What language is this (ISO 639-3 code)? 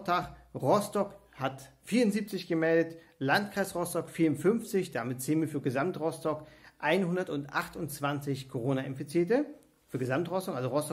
deu